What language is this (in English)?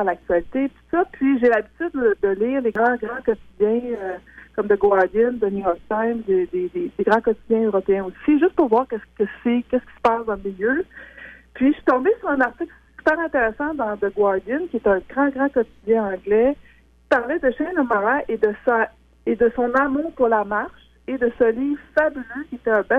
French